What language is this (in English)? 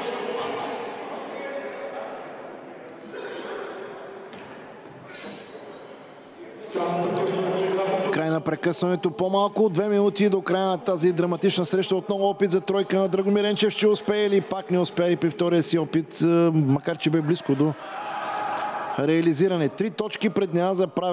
Bulgarian